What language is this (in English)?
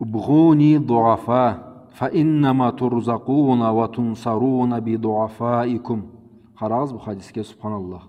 Karachay-Balkar